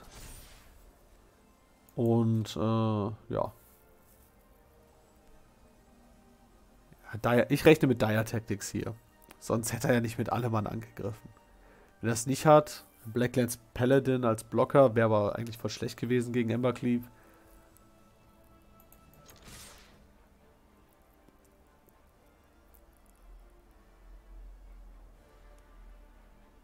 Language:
German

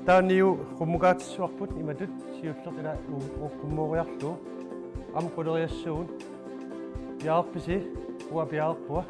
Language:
Kalaallisut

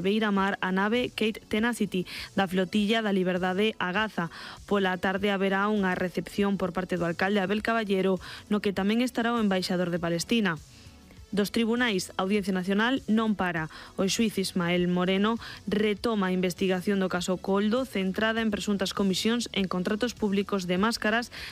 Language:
Galician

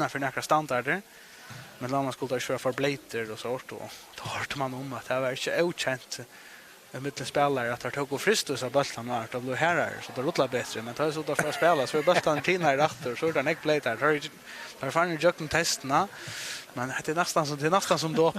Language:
Faroese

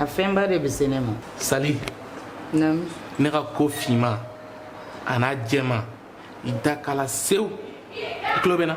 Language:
Bambara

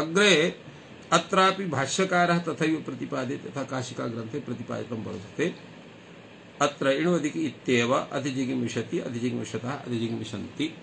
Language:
Sanskrit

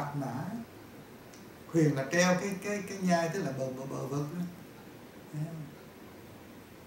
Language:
Vietnamese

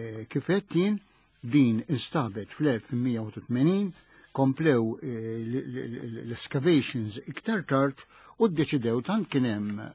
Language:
Maltese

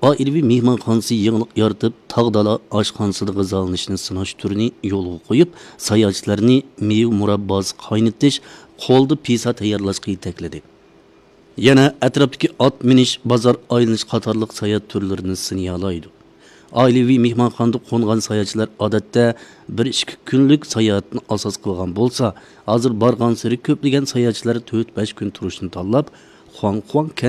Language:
Uyghur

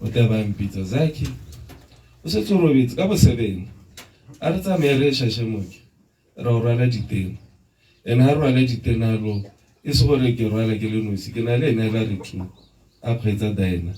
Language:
Tswana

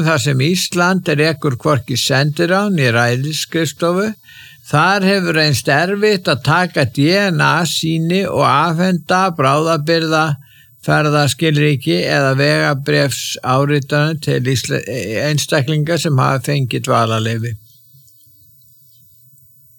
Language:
Icelandic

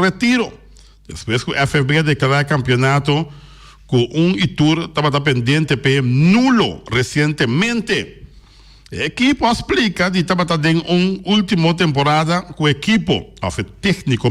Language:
Papiamento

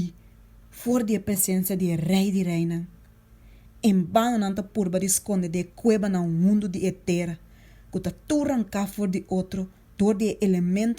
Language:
Papiamento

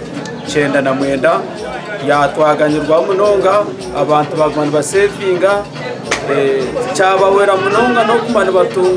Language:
Nyankole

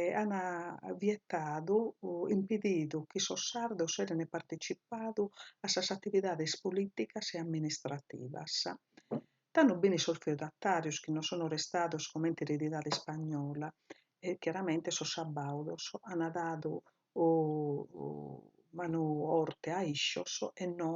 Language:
Sardinian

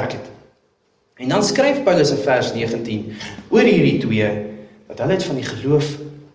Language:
Afrikaans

